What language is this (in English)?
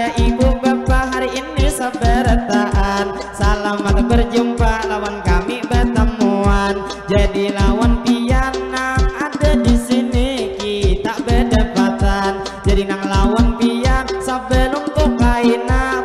Banjar